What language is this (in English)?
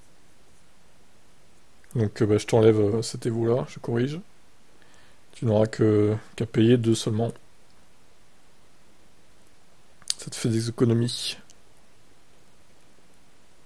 French